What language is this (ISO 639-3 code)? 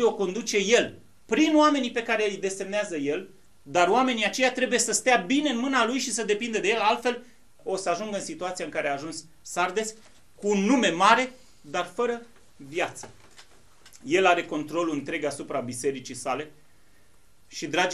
ron